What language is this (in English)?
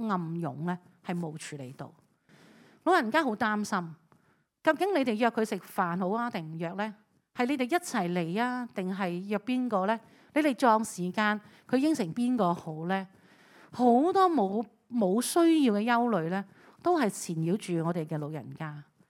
Cantonese